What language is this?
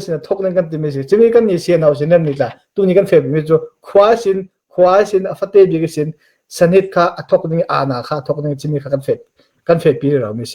Falam Chin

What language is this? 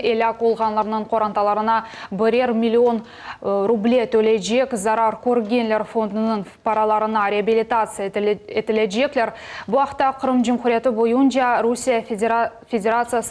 Crimean Tatar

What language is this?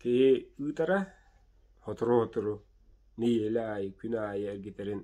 Yakut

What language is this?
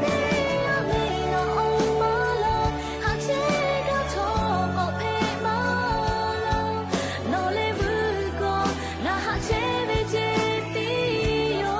Lahu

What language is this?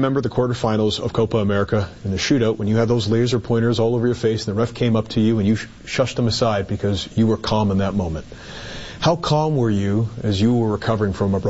English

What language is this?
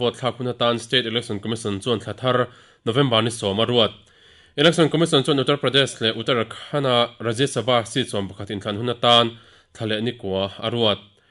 Mizo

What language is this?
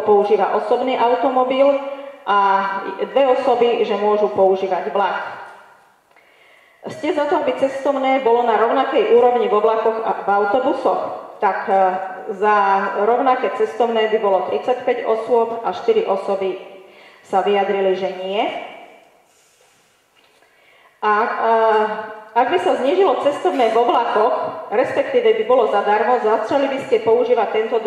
Slovak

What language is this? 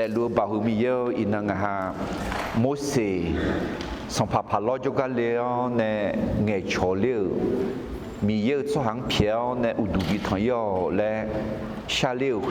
Akha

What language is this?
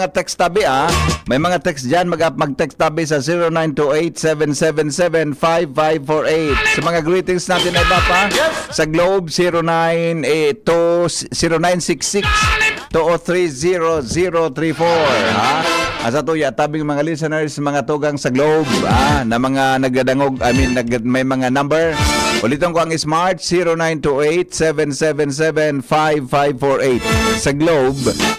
Bikol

